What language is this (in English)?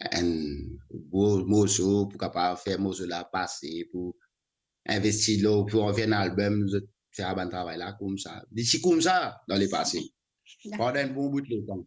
Morisyen